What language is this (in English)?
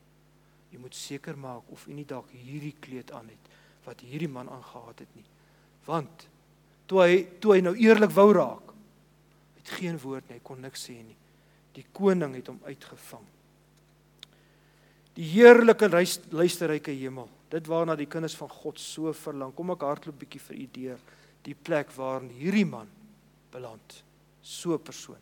Afrikaans